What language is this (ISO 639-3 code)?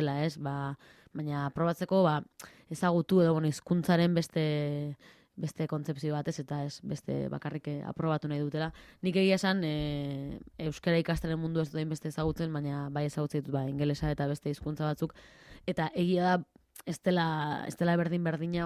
eus